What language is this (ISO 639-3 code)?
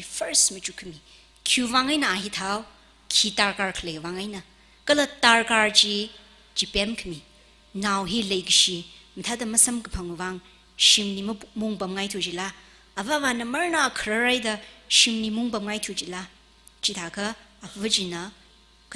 nmf